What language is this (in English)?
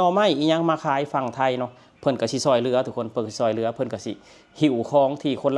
Lao